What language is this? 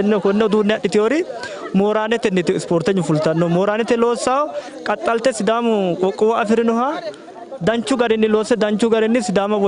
Sidamo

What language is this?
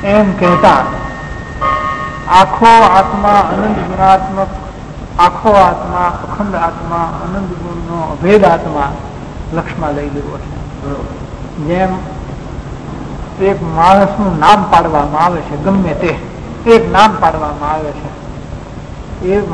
Gujarati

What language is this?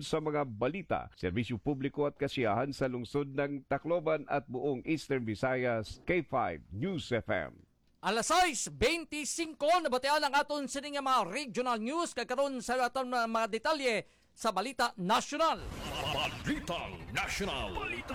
Hiligaynon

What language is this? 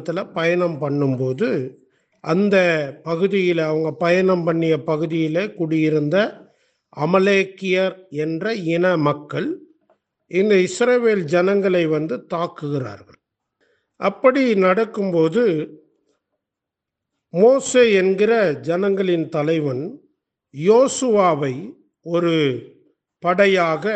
Tamil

